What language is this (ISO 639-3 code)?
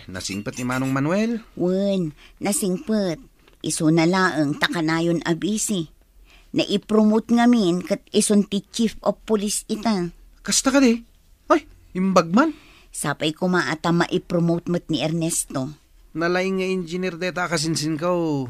ilo